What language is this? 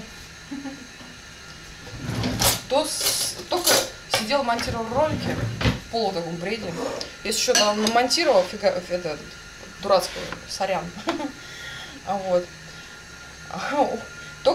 Russian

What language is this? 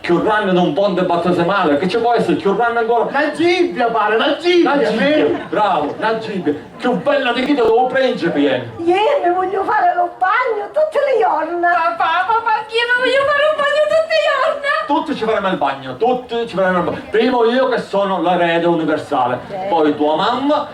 Sicilian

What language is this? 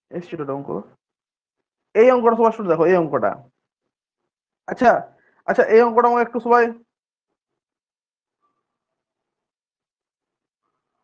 Bangla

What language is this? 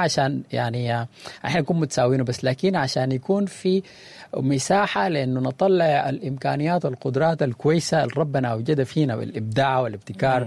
Sudanese Arabic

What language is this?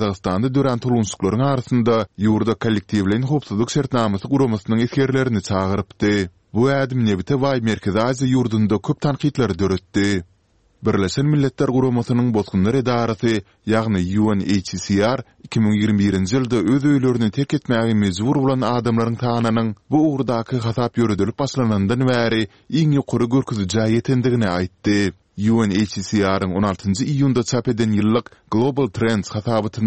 Turkmen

